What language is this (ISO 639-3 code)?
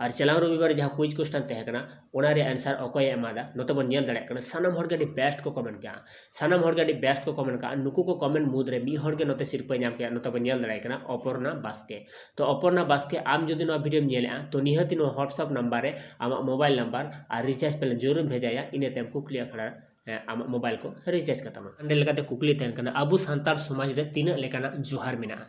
sat